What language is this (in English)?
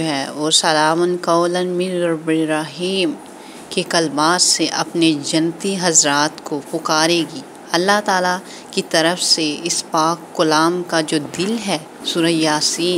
Urdu